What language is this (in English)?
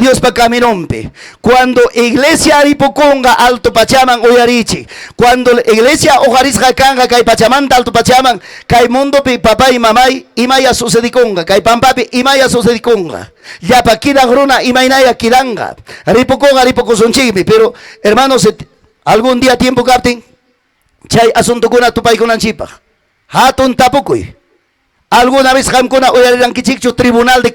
Ayacucho Quechua